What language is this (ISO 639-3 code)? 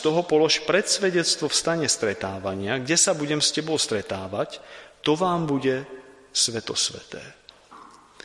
slk